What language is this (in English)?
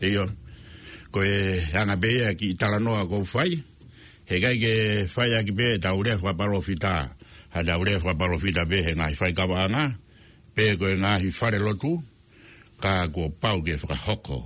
Tongan